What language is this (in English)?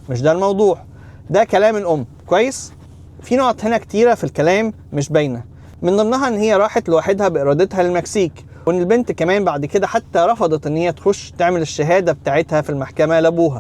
Egyptian Arabic